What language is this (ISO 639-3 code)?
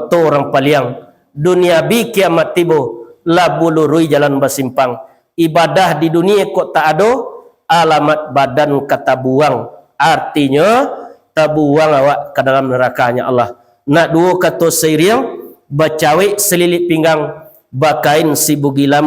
min